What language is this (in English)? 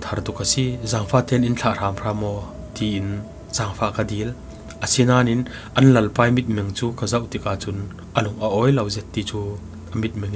Falam Chin